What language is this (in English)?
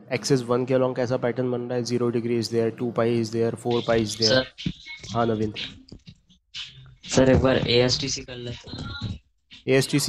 Hindi